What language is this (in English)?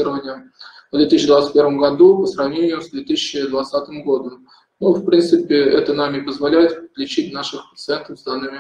Russian